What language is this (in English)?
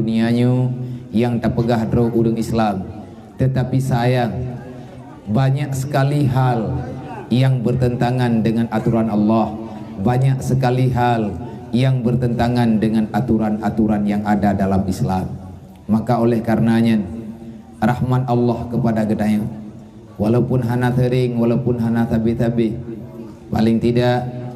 Achinese